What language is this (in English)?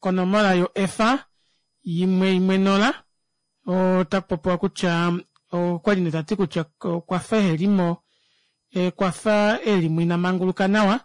Kuanyama